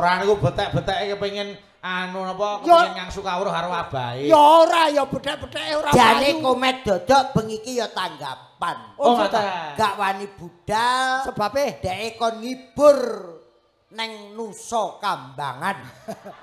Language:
Javanese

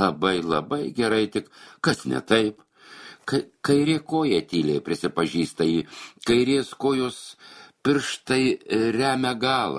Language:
Lithuanian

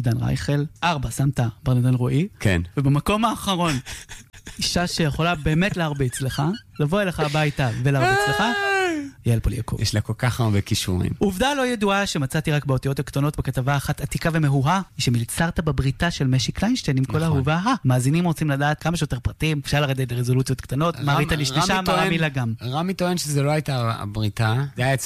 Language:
Hebrew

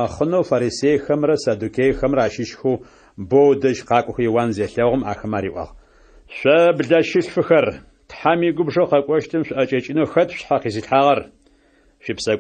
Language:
Adyghe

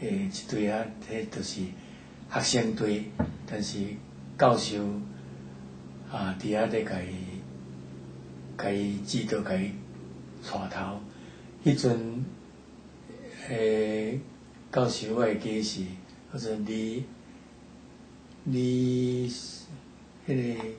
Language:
Min Nan Chinese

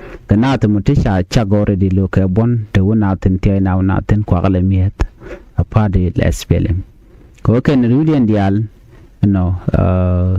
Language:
Nuer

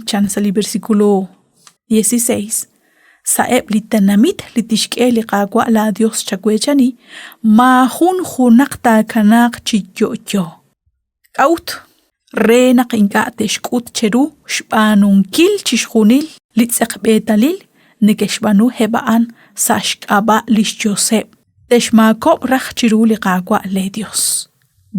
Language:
Kekchí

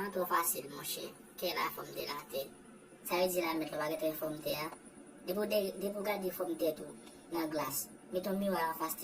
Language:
Haitian Creole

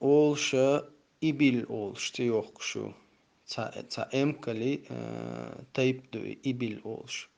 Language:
Chechen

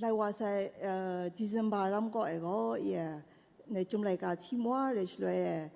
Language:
Kachin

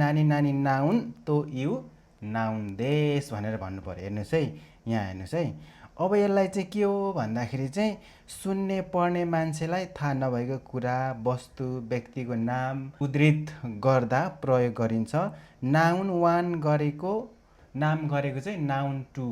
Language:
Nepali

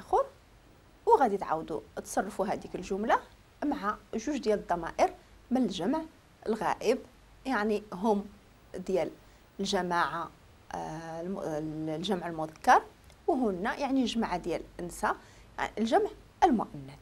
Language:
Moroccan Arabic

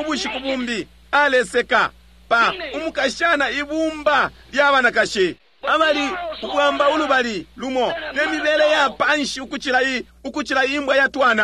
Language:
Bemba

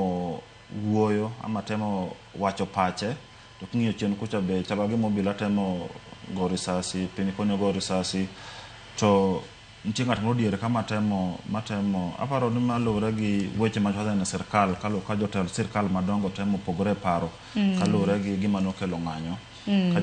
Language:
Luo (Kenya and Tanzania)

